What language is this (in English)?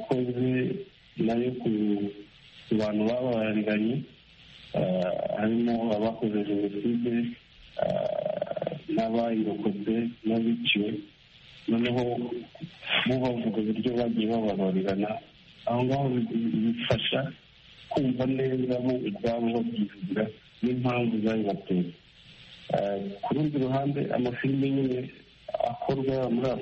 Kinyarwanda